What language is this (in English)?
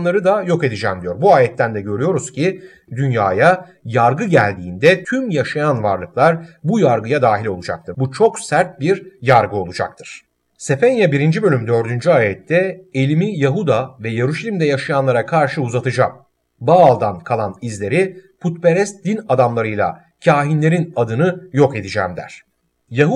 Turkish